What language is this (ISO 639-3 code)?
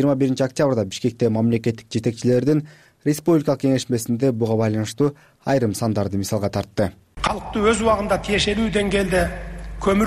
kir